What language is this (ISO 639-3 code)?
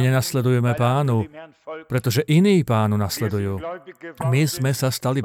slk